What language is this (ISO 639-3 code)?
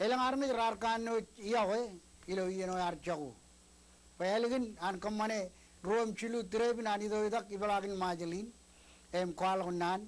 mah